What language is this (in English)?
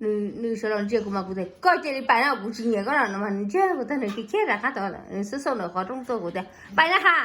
Hmong